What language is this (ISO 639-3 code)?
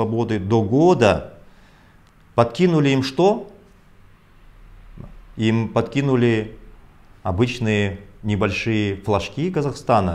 rus